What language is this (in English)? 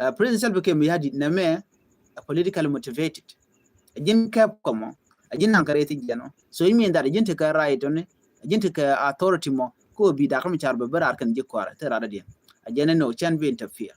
Nuer